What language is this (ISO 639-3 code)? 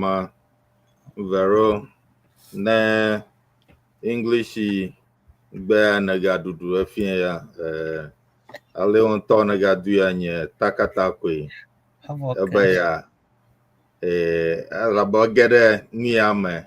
ewe